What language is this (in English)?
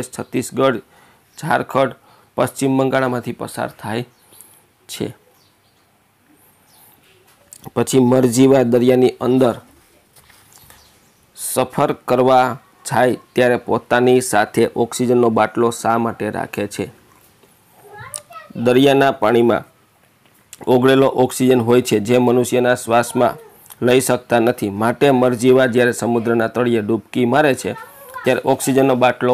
Gujarati